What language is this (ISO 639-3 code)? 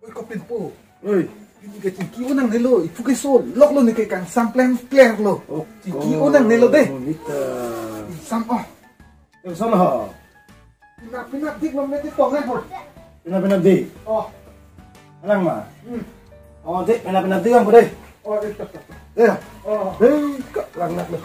mjw